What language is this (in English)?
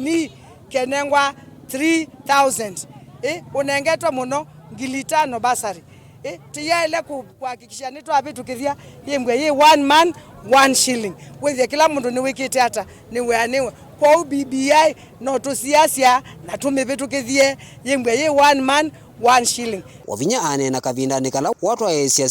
Kamba